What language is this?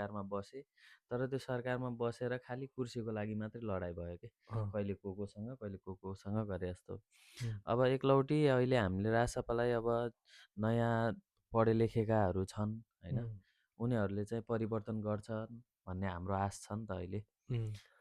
Nepali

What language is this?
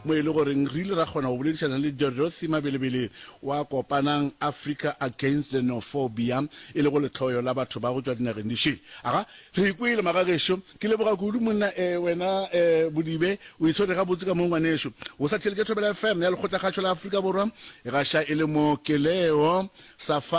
Northern Sotho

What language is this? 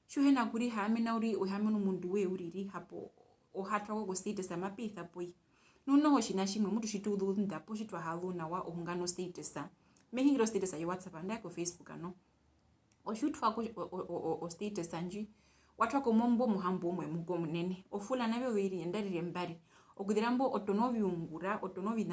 Herero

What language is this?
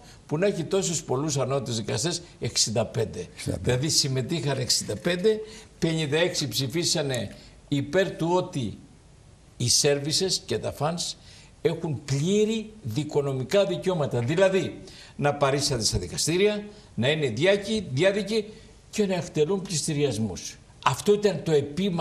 Greek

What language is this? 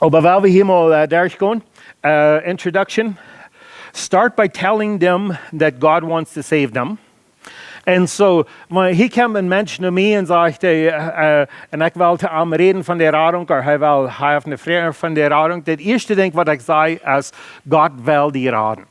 Plautdietsch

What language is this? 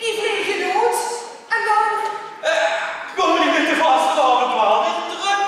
Limburgish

